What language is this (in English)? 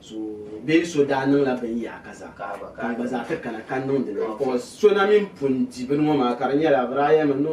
Dagbani